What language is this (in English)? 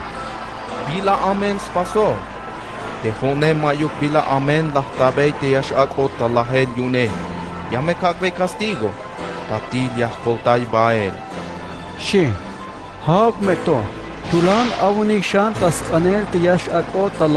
Tzeltal